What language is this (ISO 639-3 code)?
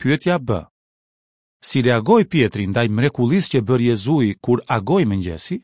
sqi